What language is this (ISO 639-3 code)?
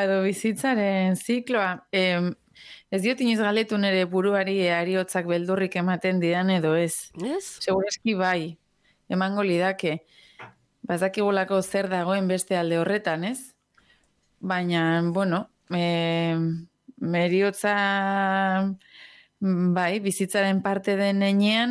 eus